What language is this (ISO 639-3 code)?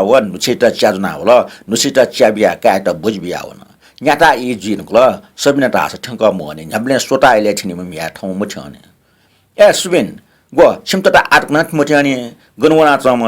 new